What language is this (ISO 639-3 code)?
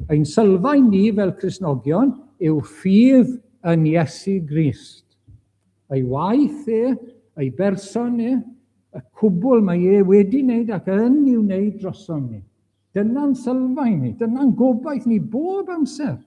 cym